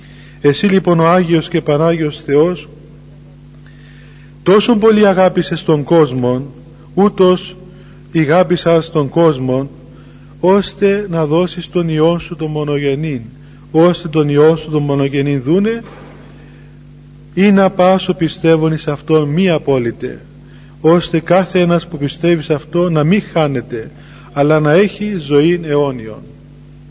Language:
Greek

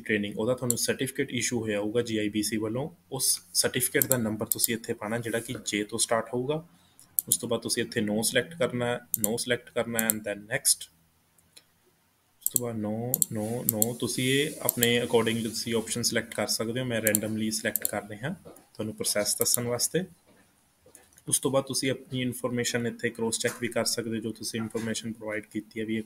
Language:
Punjabi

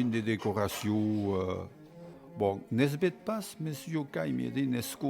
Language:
Occitan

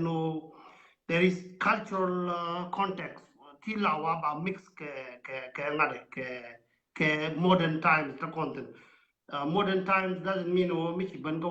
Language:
Nuer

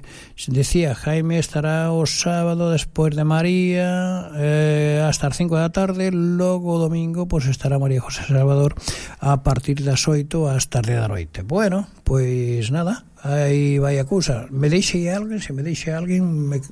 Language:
Galician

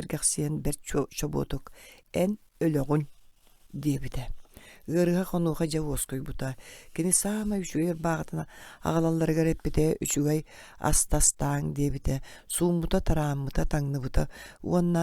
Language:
Yakut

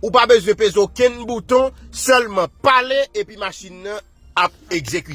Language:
Haitian Creole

